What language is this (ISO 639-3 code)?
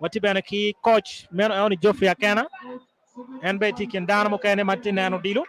ach